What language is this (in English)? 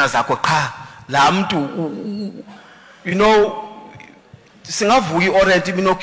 Xhosa